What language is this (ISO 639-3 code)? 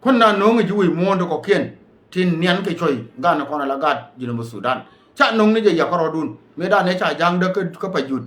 nus